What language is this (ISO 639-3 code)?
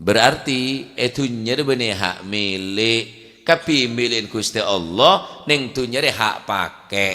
mad